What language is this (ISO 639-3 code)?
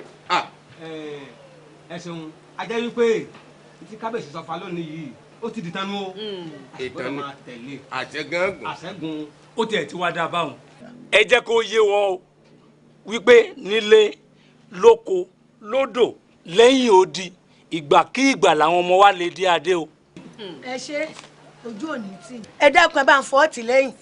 yor